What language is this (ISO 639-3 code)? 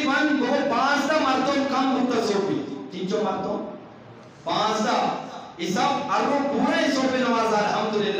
bgp